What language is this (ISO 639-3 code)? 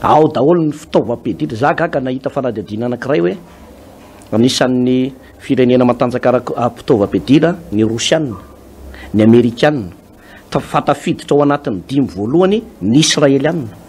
mlg